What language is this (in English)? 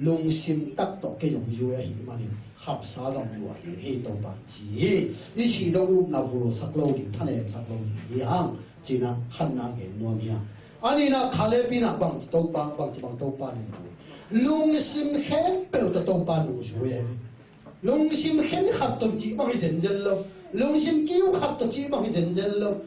Tedim Chin